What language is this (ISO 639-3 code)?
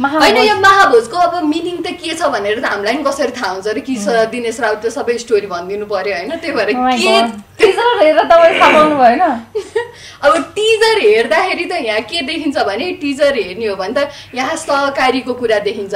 nep